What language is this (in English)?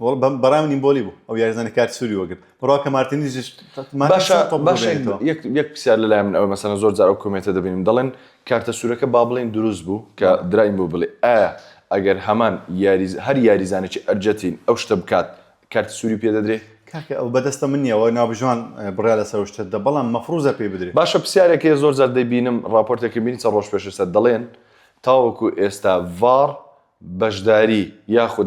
Central Kurdish